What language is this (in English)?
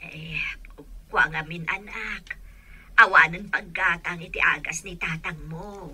Iloko